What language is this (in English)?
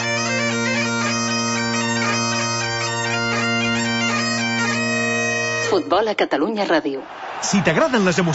Catalan